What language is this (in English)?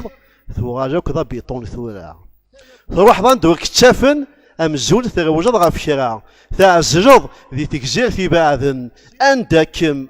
Kabyle